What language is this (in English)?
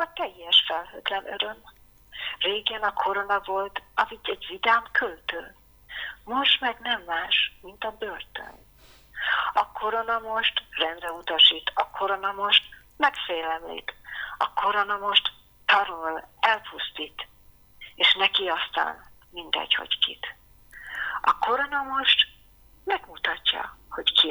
Hungarian